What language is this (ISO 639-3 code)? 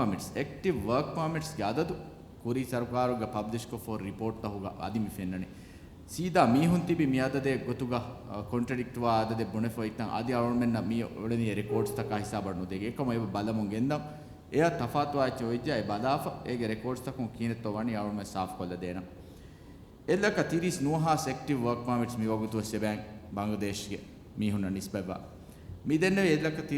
div